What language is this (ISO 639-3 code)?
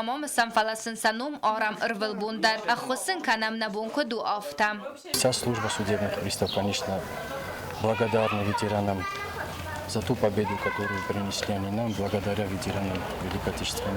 oss